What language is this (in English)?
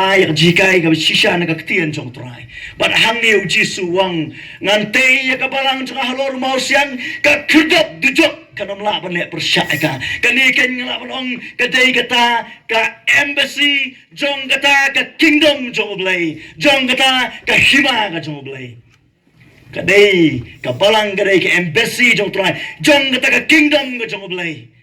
Khasi